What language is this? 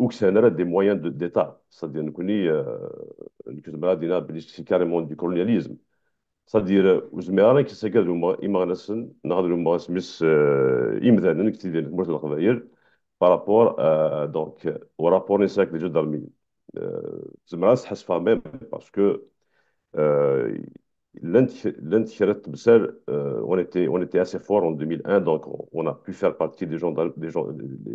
Kabyle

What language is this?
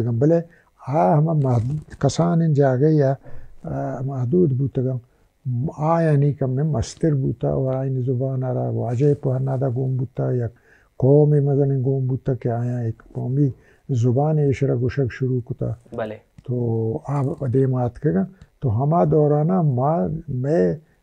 Baluchi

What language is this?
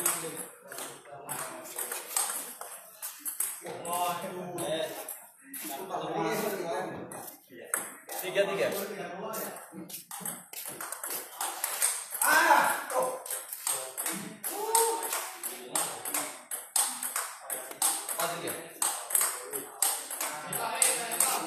Indonesian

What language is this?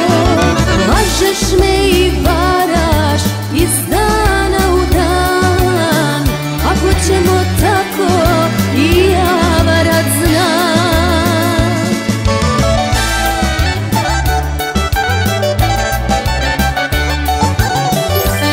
Serbian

